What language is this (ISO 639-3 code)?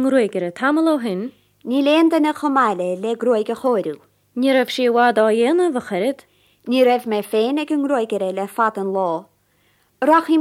gle